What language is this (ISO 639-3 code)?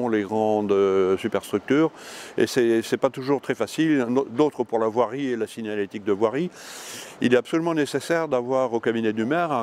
fra